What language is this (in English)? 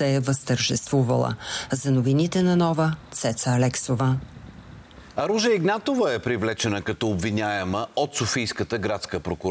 Bulgarian